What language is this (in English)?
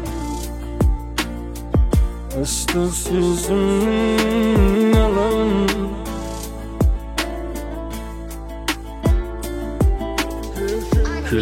Kazakh